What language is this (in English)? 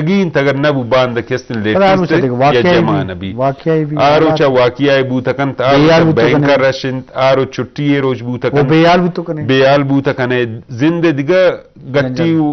Eastern Balochi